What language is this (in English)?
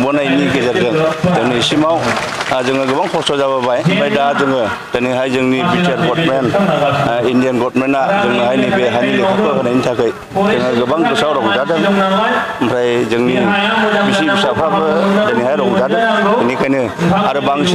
Bodo